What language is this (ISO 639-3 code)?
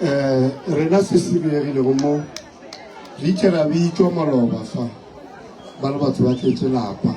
nso